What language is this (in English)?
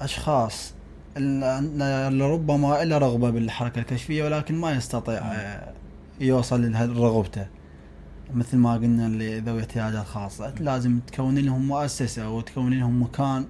Mesopotamian Arabic